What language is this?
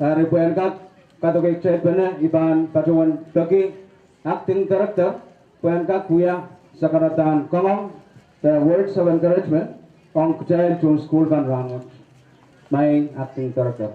Pohnpeian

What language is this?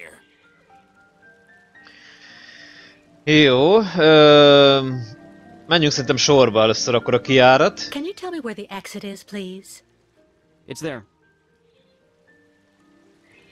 Hungarian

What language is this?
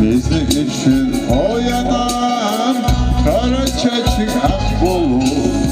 Turkmen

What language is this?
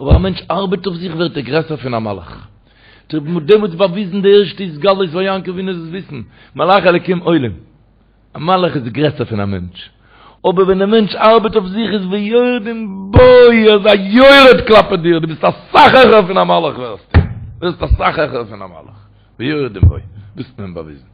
Yiddish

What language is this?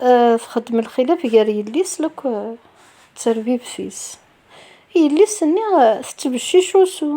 Kabyle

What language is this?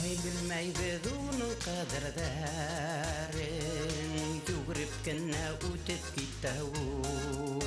Bashkir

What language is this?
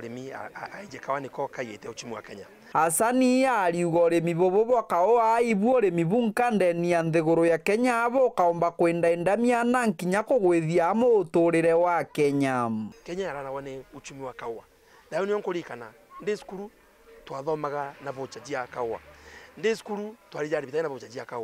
Meru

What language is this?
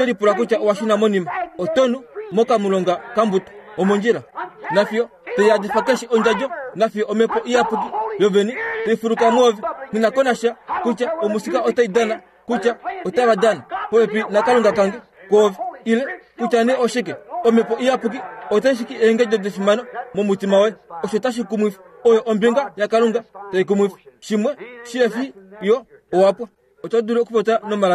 Kuanyama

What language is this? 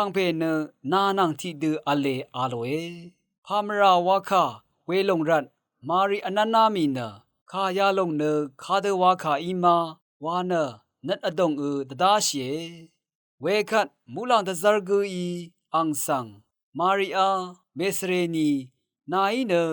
Rawang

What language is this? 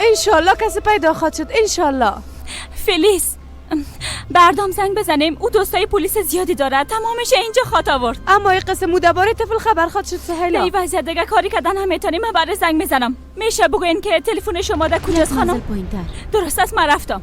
Persian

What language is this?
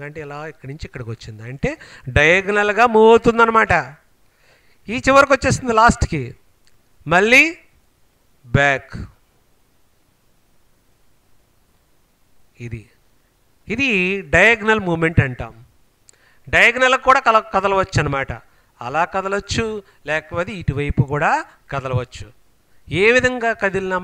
Telugu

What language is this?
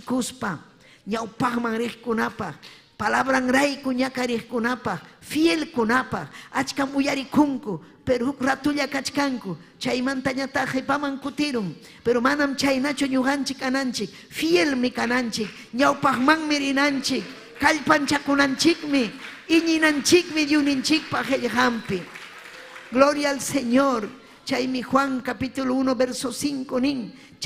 Ayacucho Quechua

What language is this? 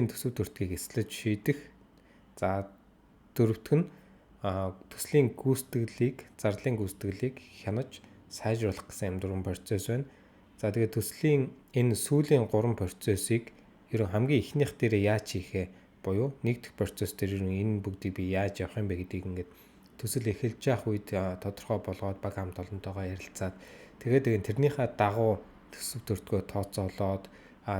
Mongolian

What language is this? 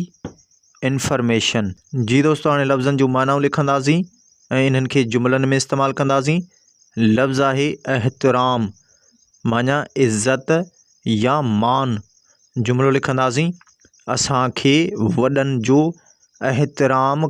Sindhi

